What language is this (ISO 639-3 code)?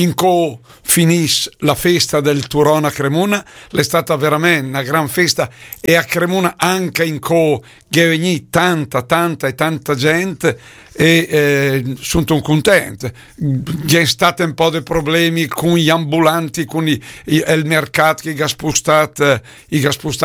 lmo